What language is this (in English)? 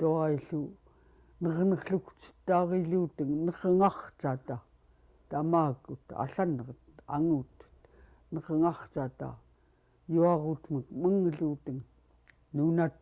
Central Yupik